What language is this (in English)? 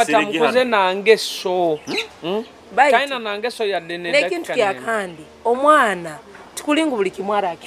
Nyoro